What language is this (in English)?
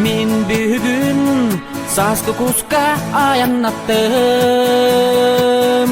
Yakut